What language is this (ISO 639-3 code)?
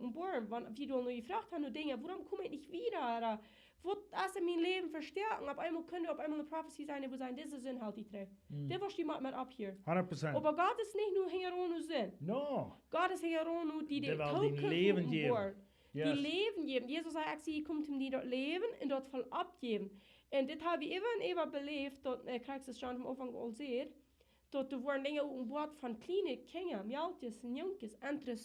pdt